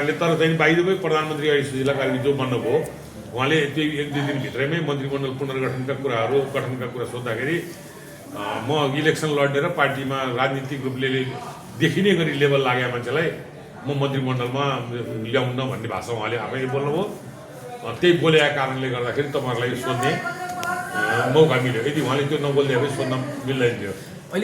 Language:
Nepali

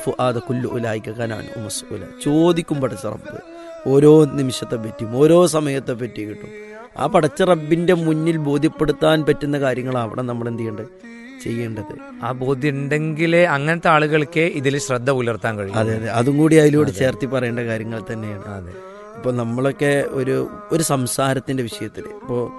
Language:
Malayalam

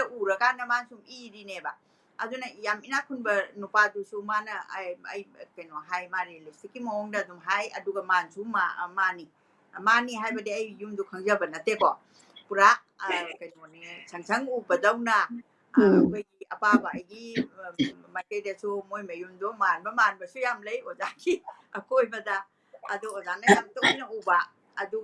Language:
Manipuri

